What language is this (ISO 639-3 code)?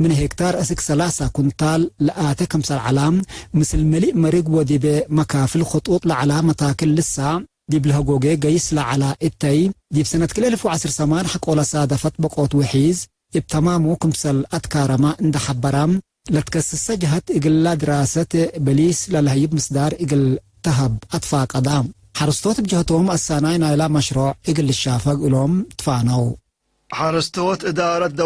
tig